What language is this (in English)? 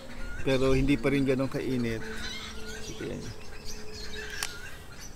Filipino